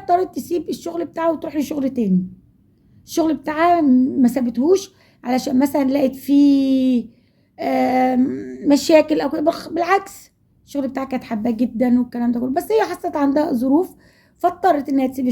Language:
Egyptian Arabic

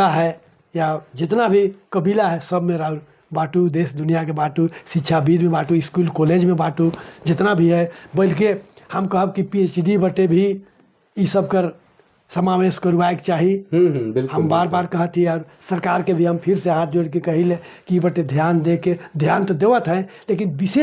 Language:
Sadri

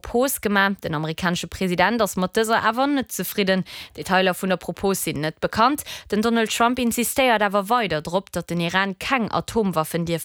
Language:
Luxembourgish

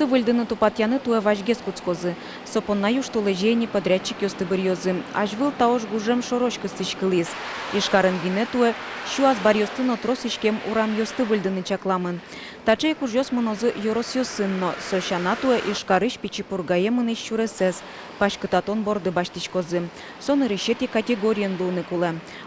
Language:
Udmurt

